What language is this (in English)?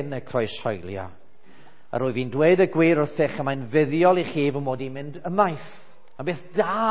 Welsh